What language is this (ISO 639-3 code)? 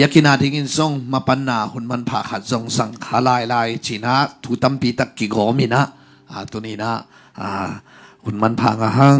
ctd